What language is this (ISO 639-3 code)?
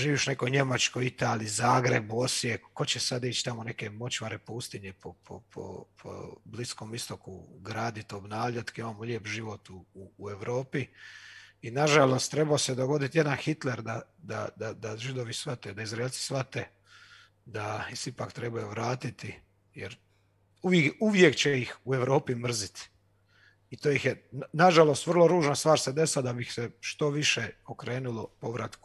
hrv